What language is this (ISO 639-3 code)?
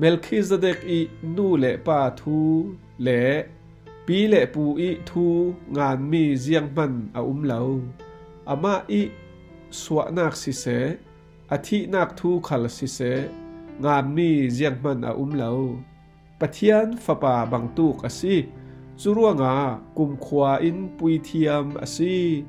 cfm